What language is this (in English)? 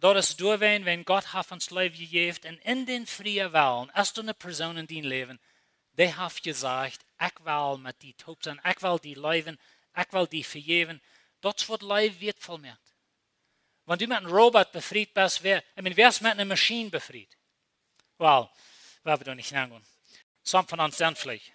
Plautdietsch